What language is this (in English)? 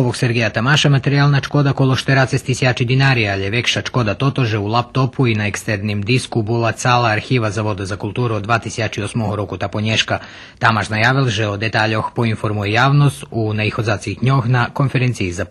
Rusyn